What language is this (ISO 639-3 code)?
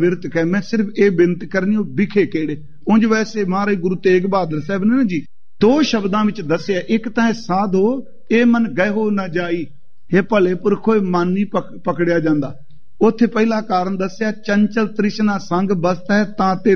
pan